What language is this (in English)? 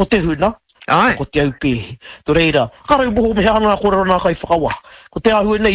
Māori